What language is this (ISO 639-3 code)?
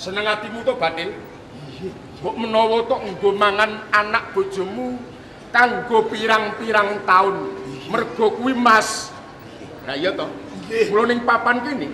jav